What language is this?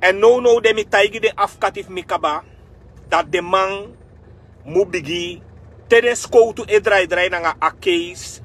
Sranan Tongo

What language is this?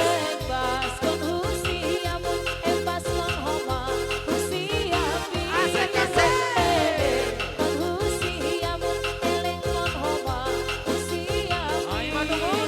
Batak Simalungun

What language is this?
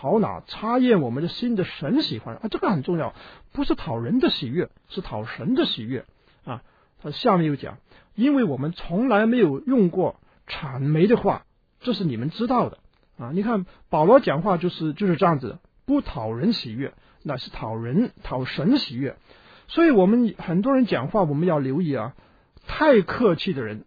Chinese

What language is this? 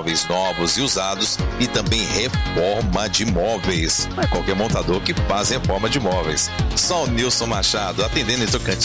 Portuguese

